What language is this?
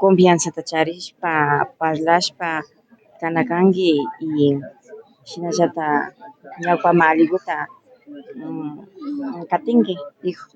Imbabura Highland Quichua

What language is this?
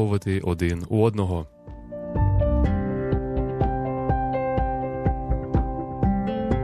Ukrainian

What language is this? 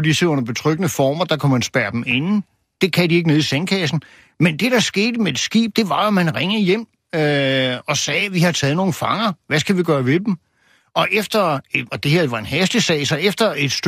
Danish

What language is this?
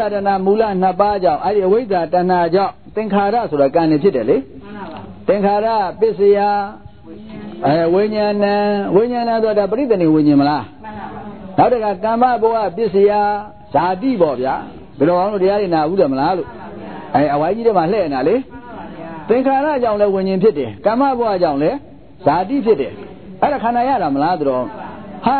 Burmese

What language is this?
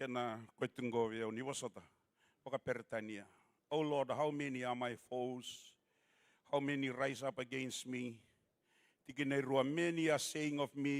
Fijian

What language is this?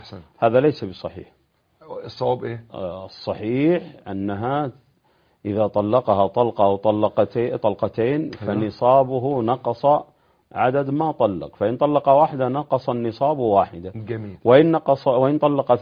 Arabic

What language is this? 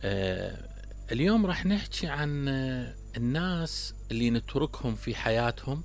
Mesopotamian Arabic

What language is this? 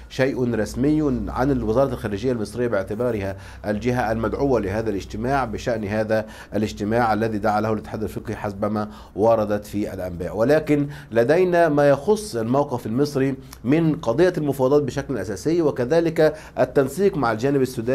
Arabic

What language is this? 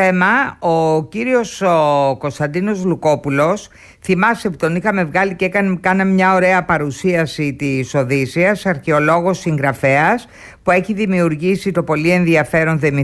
Greek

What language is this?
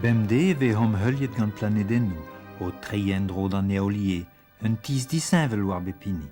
Breton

